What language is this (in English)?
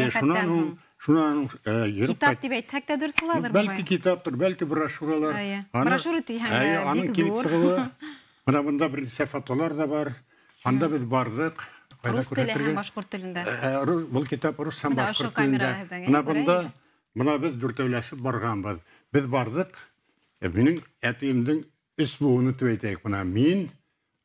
Bashkir